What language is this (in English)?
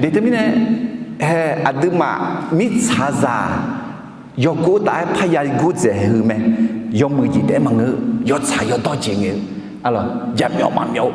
Akha